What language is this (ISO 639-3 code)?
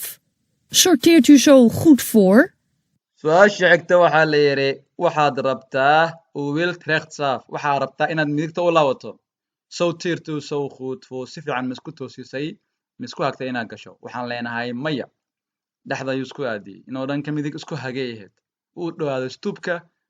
som